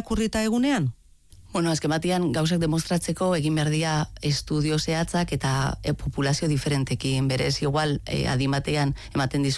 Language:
Basque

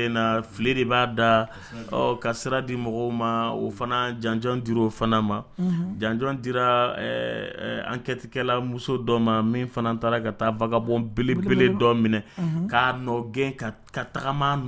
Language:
Dyula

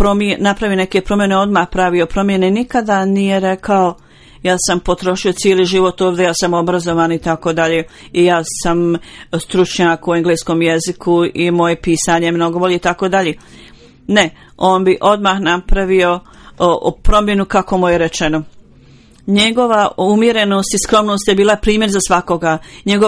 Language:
Bosnian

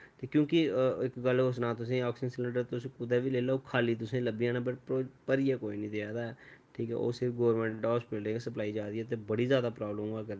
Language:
Dogri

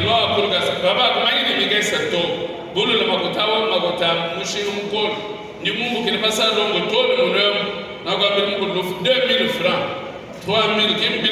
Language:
Luba-Lulua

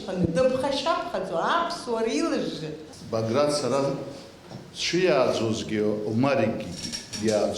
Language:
Abkhazian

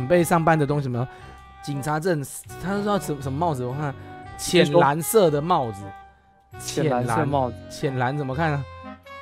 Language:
Chinese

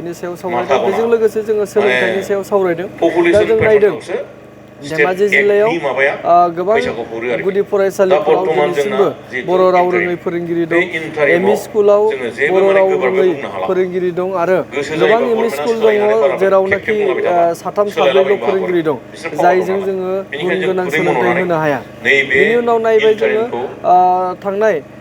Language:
Bodo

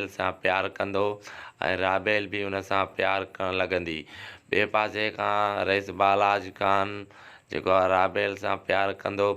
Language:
Sindhi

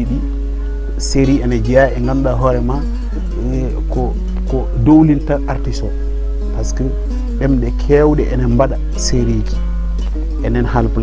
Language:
Fula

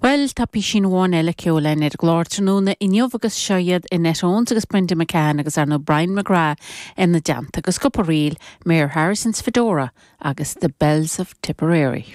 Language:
Irish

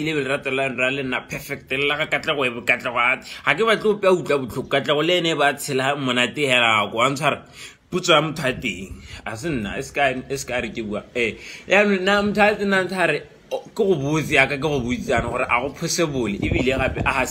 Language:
Tswana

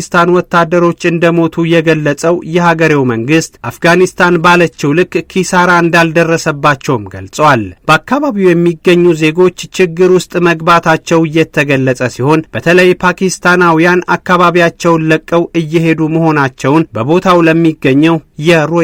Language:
Amharic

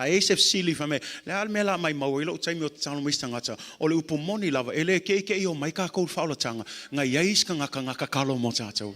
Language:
Samoan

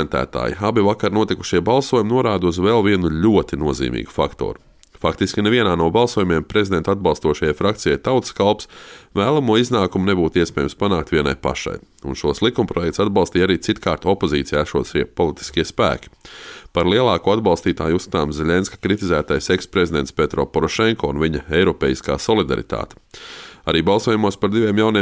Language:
Latvian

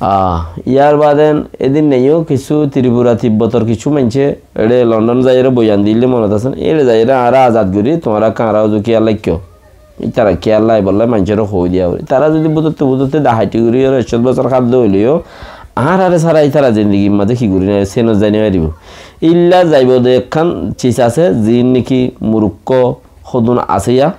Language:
Rohingya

